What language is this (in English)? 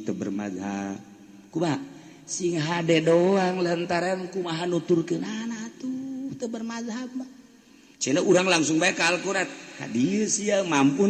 Sundanese